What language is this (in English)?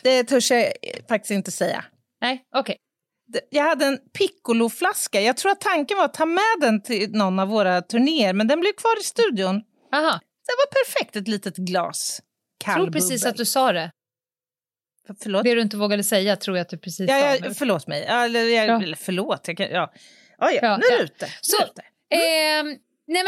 Swedish